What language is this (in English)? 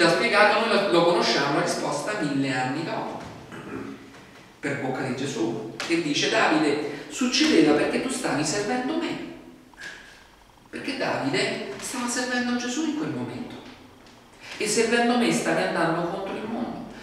Italian